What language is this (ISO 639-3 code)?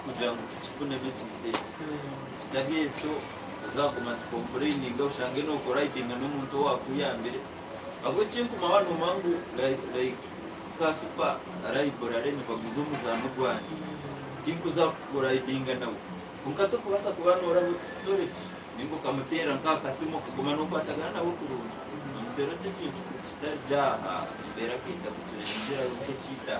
nyn